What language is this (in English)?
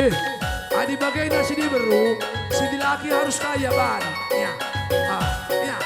Batak Karo